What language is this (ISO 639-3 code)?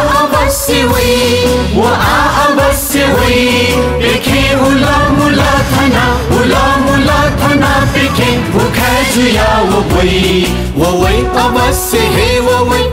new